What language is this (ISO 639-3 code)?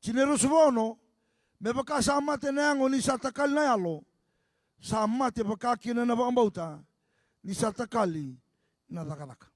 fij